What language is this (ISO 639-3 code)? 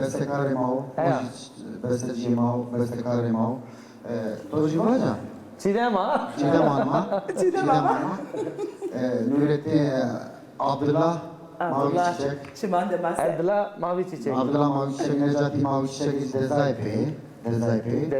zza